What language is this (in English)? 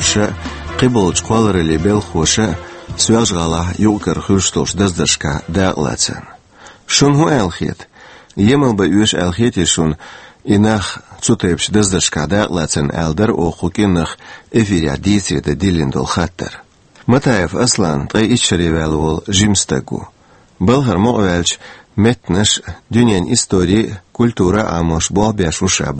Chechen